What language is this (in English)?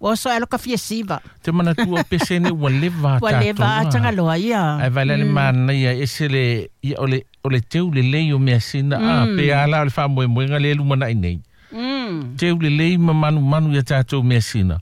Samoan